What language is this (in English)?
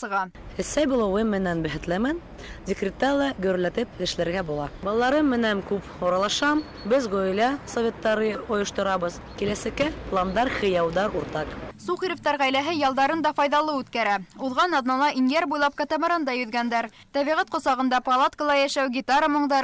Bashkir